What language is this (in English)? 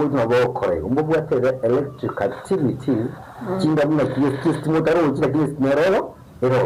Gusii